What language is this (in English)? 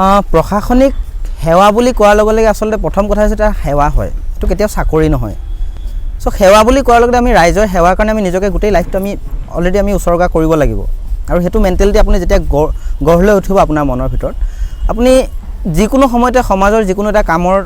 Assamese